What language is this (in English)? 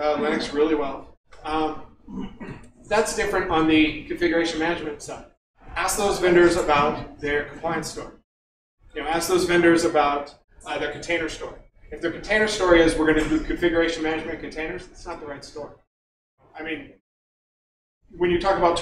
English